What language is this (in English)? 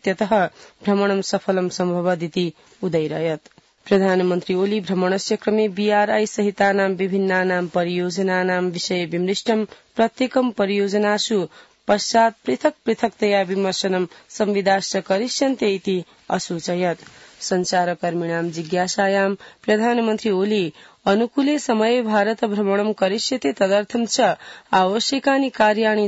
Sanskrit